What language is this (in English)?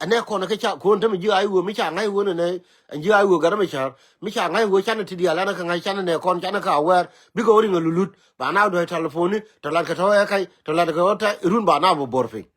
Nuer